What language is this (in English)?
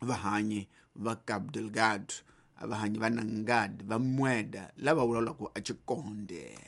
Tsonga